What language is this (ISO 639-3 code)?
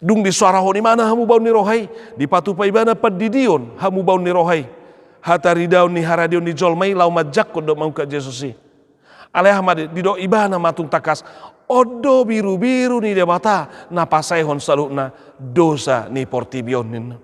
bbc